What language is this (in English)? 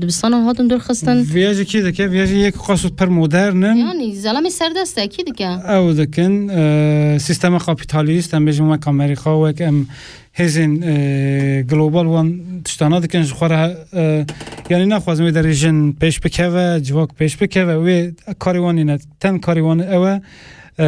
Kurdish